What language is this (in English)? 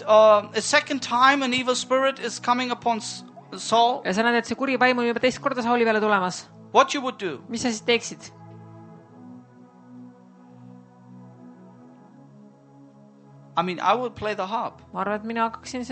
Estonian